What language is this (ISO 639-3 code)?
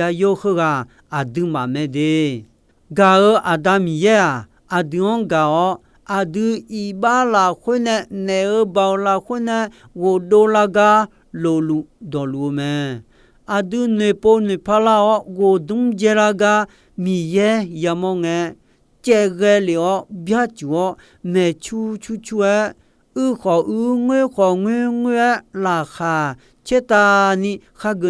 ahk